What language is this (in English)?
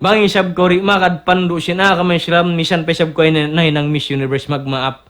Tausug